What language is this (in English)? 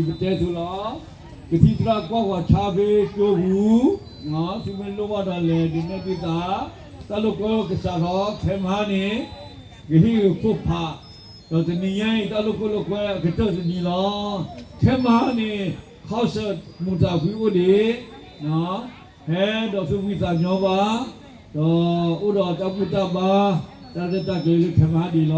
S'gaw Karen